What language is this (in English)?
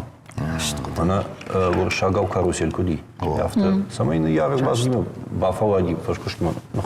Ossetic